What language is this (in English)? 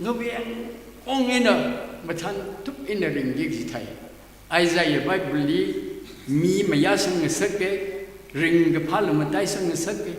Tangkhul Naga (India)